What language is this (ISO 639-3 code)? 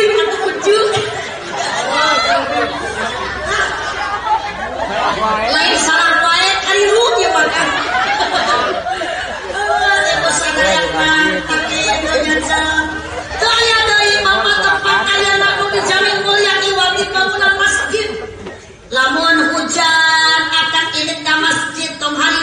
sun